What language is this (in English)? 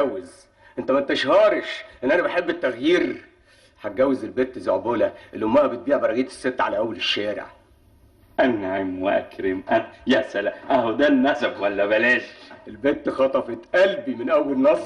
Egyptian Arabic